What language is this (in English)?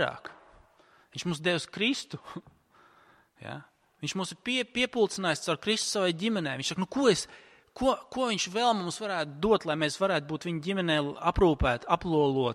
Latvian